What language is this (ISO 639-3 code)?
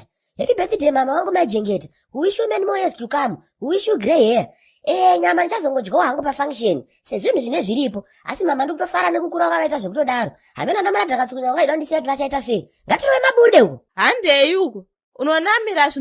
sna